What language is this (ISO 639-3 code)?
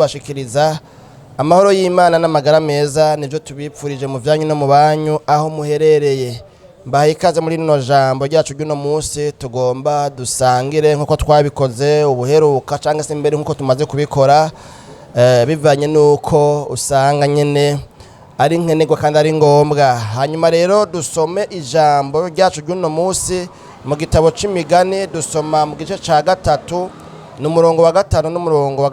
run